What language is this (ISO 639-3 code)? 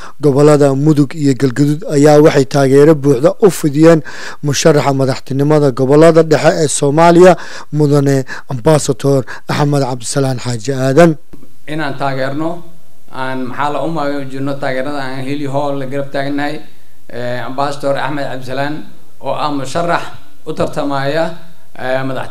som